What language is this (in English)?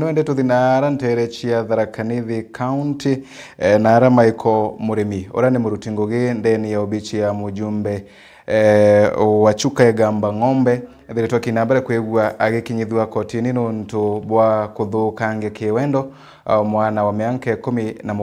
Meru